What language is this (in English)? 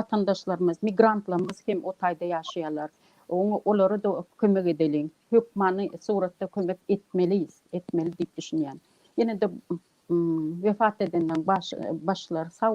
Turkmen